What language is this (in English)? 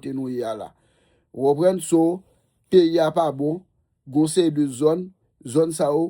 Haitian Creole